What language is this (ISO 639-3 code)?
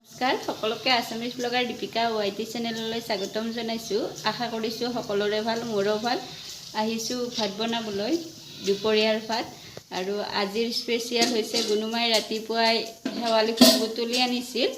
asm